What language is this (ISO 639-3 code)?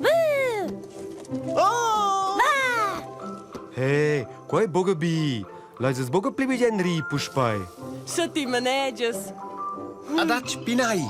roh